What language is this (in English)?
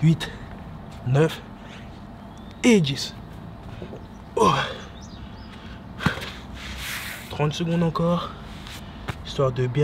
French